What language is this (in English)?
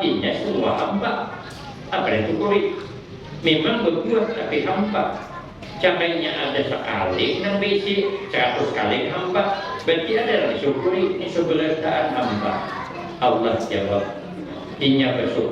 Banjar